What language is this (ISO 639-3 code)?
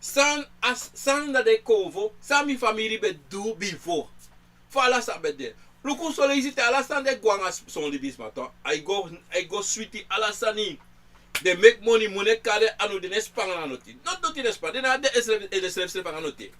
srn